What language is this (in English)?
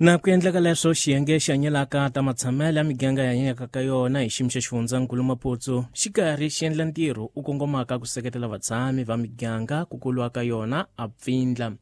Tsonga